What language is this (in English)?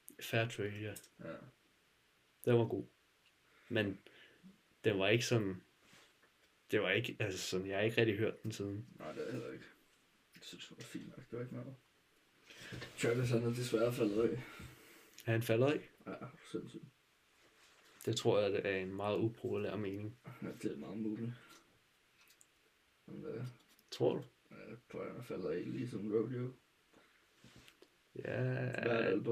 Danish